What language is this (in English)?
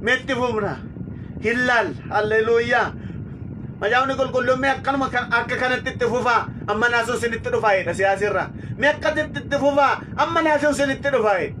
Oromo